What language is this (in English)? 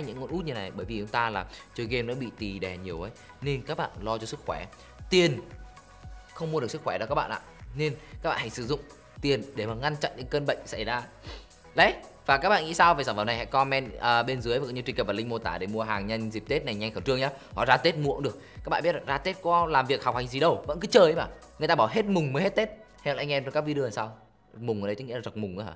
Vietnamese